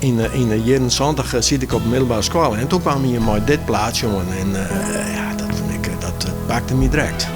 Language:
Western Frisian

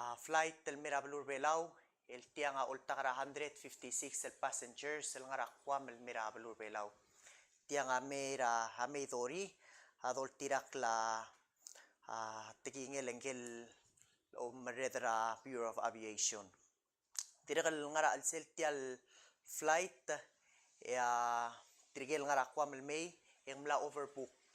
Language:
Palauan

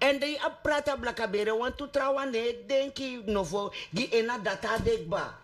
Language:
Sranan Tongo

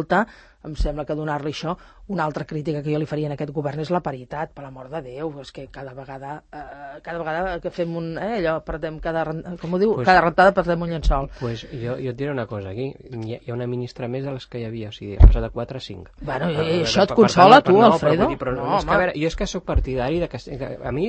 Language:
Catalan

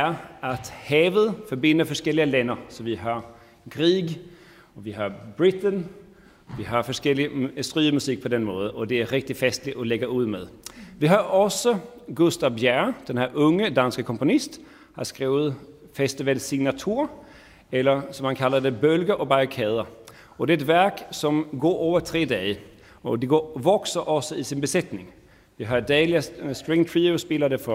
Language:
Danish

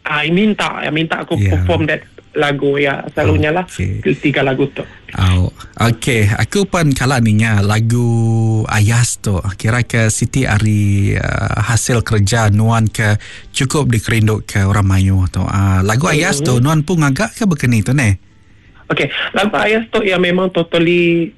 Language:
Iban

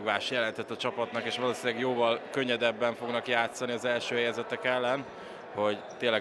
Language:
Hungarian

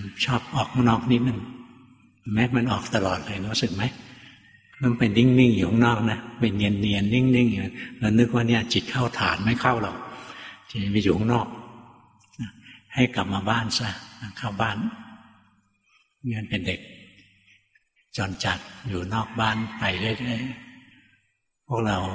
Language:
Thai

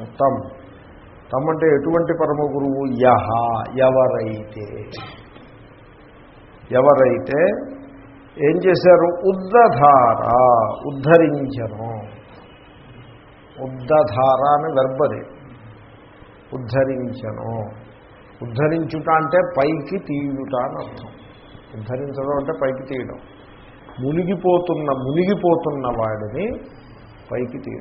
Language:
Telugu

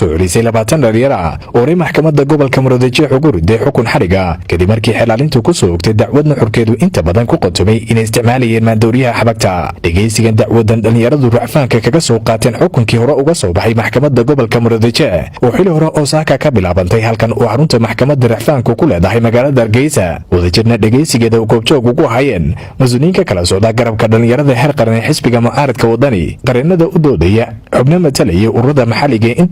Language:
Somali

